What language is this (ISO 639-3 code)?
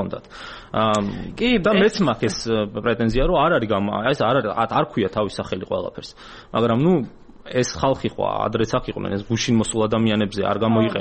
kat